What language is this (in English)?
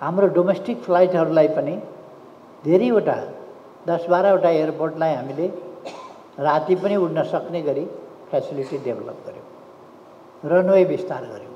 Nepali